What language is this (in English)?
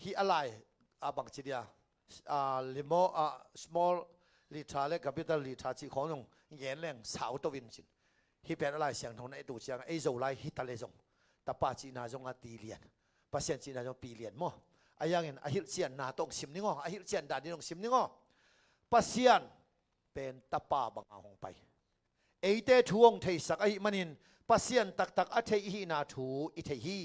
Tedim Chin